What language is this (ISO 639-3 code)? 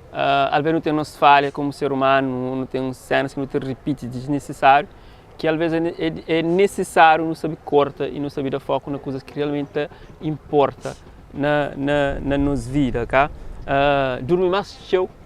kea